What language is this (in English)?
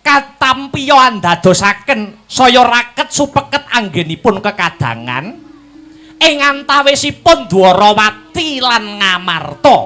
Javanese